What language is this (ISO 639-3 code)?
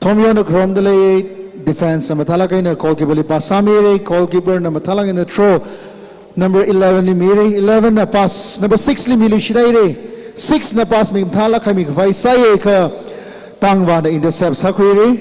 nmf